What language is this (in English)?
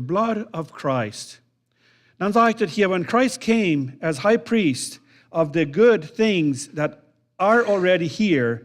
Plautdietsch